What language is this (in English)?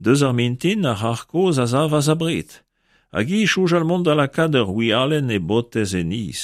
Breton